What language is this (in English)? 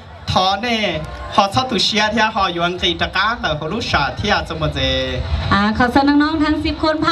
Thai